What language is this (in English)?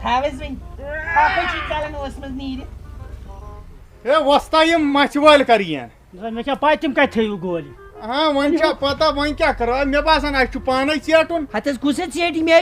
Kashmiri